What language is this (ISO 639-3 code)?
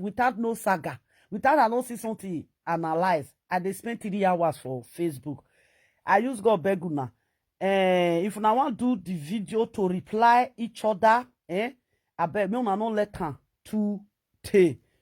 pcm